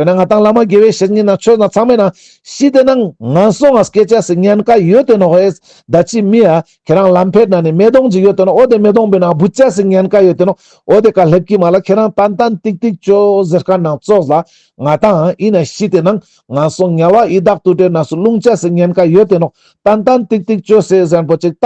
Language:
Ladakhi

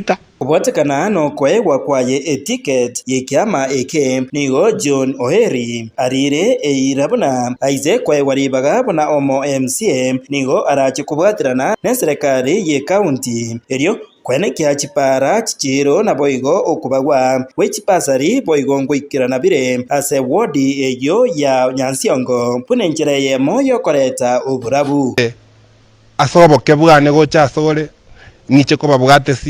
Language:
Gusii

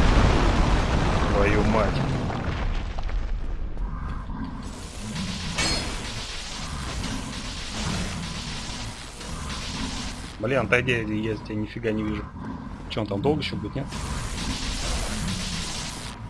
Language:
Russian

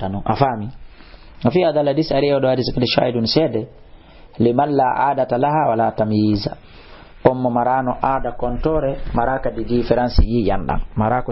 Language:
Fula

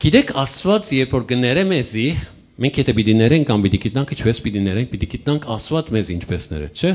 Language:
Western Armenian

